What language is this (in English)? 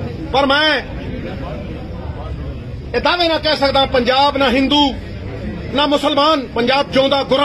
Punjabi